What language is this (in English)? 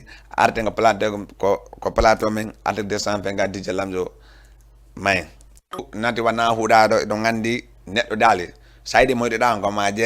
Fula